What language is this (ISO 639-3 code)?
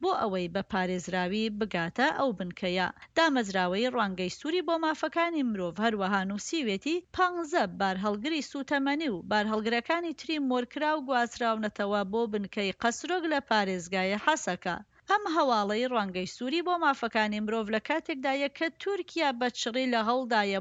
ckb